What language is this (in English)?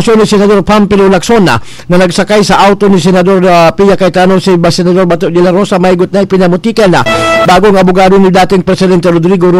Bikol